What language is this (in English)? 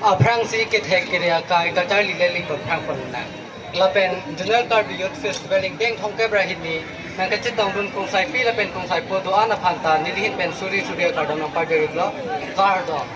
Karbi